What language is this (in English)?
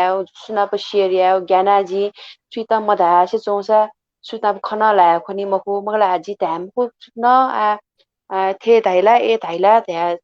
Newari